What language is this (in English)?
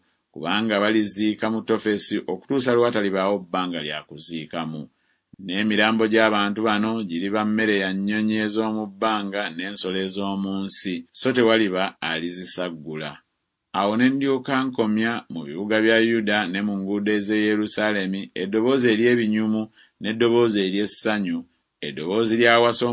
Ganda